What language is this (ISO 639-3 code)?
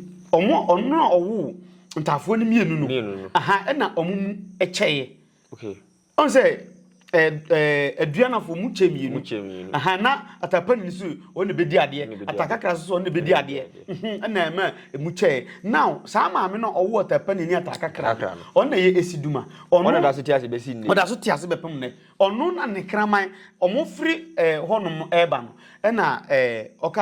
aka